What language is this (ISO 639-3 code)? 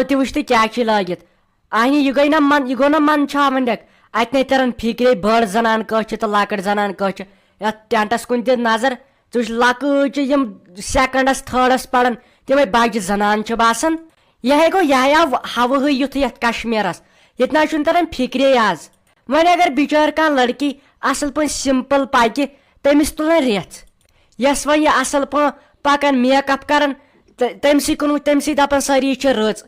kas